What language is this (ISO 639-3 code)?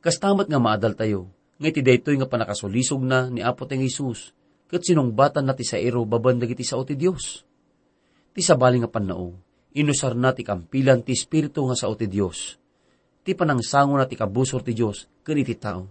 ilo